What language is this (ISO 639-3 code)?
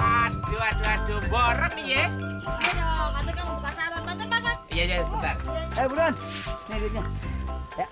bew